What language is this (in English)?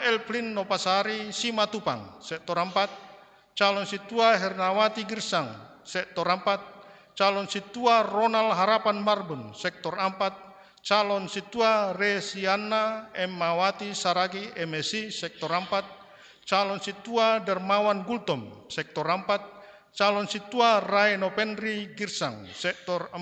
Batak Simalungun